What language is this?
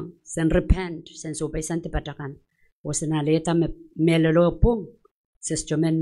Pohnpeian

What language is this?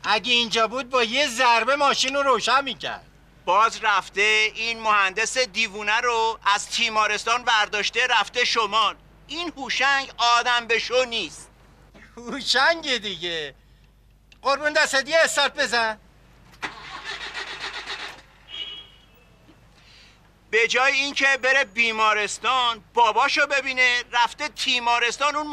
Persian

